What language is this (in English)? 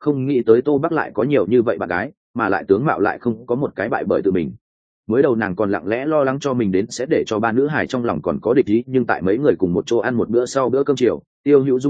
Vietnamese